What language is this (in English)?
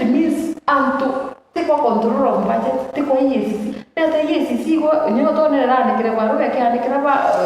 Meru